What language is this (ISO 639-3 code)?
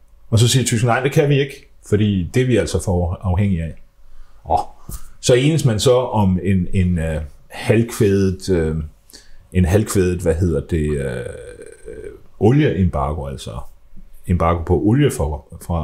dan